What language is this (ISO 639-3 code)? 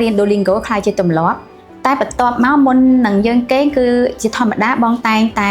khm